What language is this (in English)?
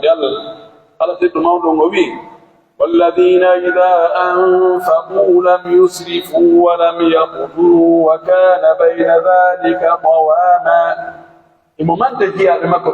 Pular